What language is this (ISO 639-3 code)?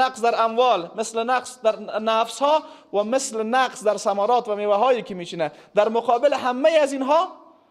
fas